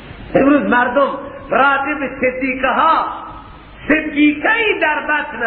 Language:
Persian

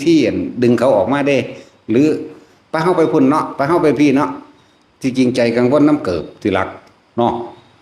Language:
Northeastern Thai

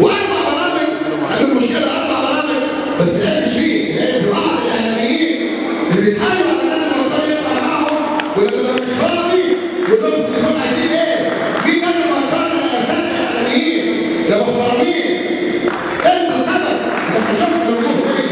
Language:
Egyptian Arabic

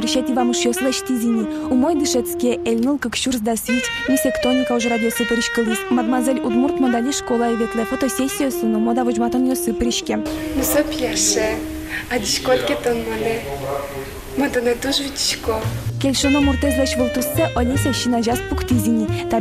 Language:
Udmurt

